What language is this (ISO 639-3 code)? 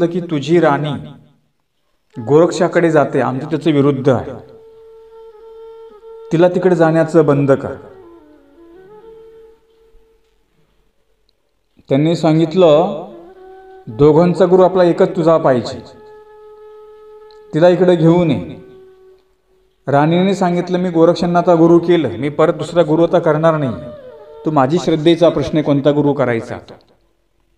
mar